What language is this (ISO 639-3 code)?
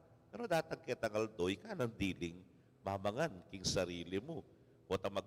pam